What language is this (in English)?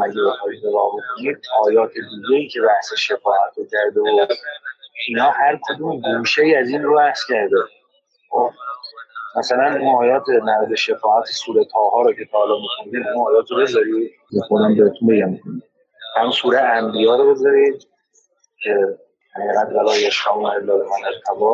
Persian